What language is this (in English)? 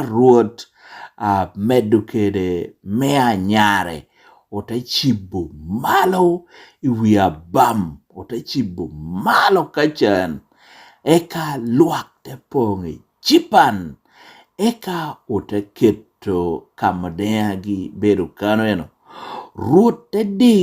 Lango (Uganda)